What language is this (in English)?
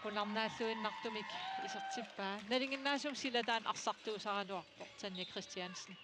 Kalaallisut